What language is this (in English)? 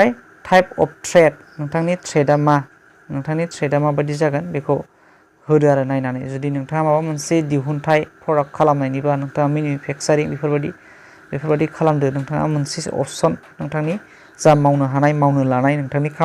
Bodo